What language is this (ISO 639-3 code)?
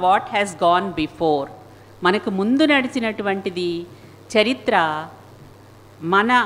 tel